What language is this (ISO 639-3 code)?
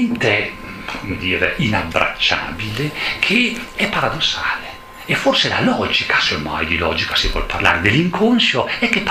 ita